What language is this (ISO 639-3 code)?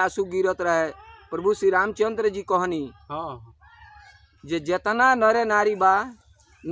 bho